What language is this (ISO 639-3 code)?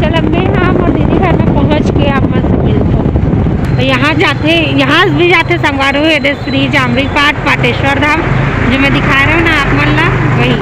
hne